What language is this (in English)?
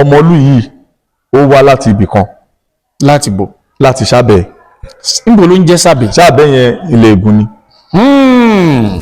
Yoruba